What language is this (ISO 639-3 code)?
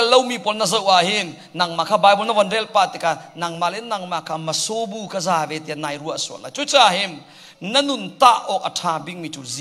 cnh